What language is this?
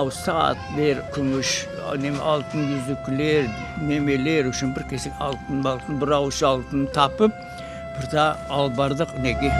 Crimean Tatar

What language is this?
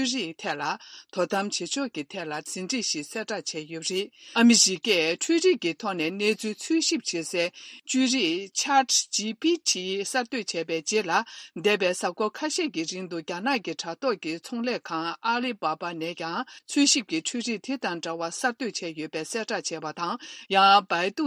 Tibetan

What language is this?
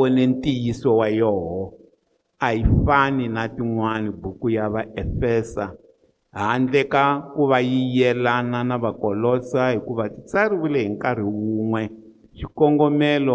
Tsonga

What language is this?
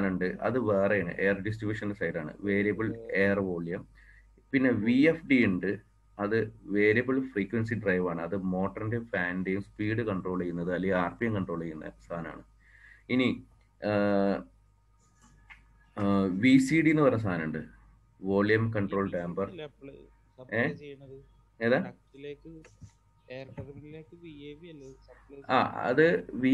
Malayalam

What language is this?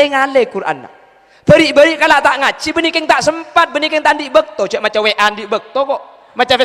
Madurese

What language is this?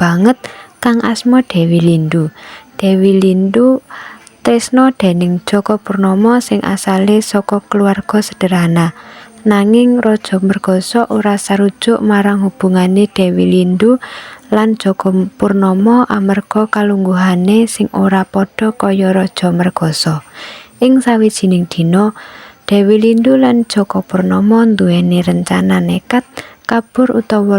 Javanese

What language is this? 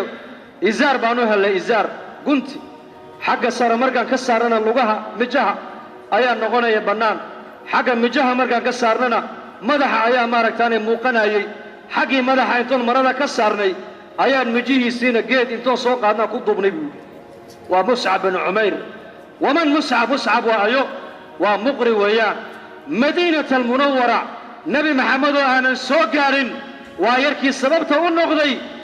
Somali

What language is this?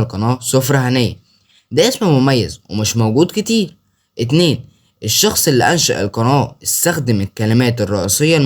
Egyptian Arabic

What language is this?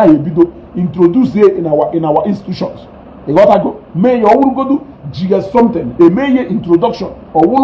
Igbo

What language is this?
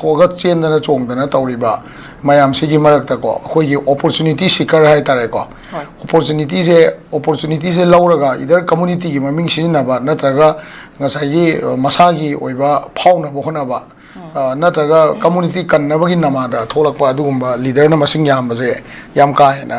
Manipuri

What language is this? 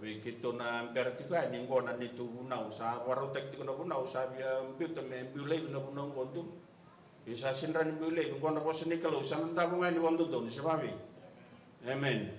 Fijian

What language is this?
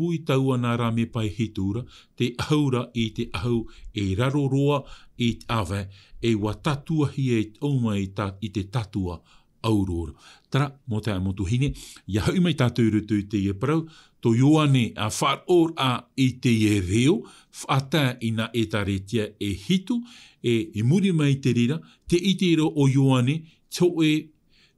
Tahitian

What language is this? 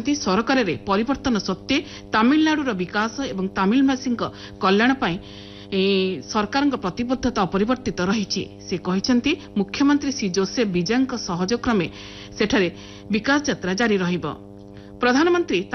Odia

